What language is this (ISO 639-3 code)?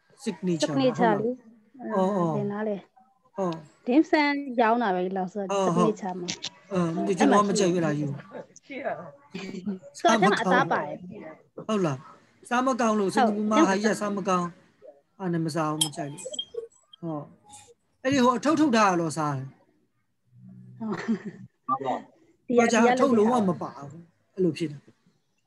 mya